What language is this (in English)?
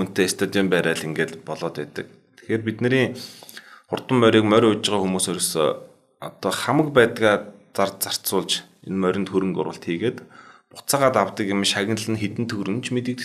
Mongolian